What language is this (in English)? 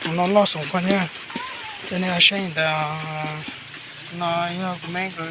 Hmong